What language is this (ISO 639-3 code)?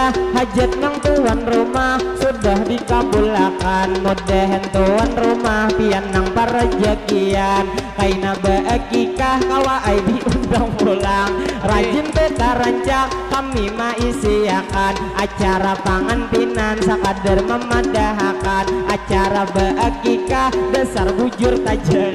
bjn